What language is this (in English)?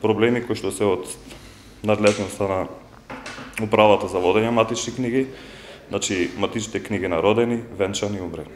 Macedonian